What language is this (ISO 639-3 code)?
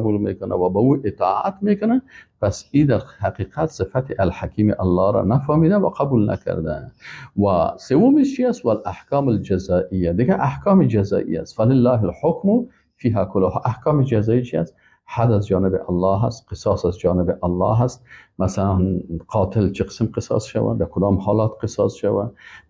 fas